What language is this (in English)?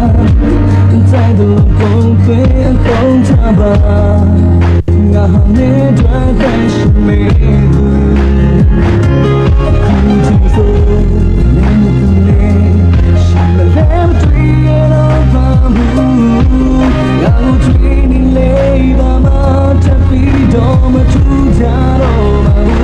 Burmese